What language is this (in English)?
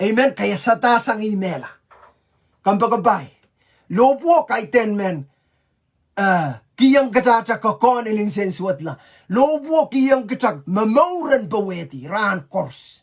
Pohnpeian